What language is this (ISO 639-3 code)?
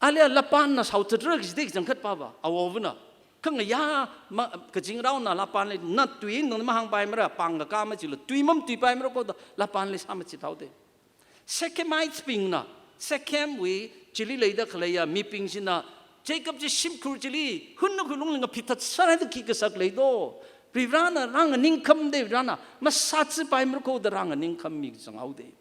nmf